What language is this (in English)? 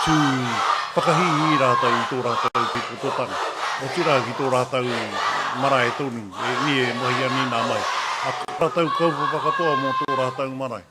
Māori